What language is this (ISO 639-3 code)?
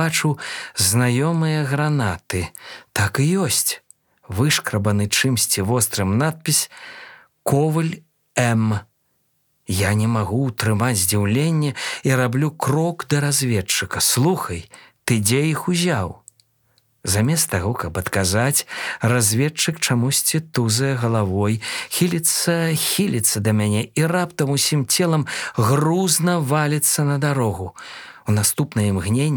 bel